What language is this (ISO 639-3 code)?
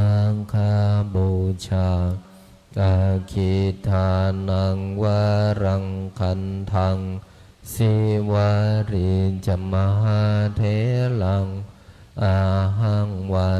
pli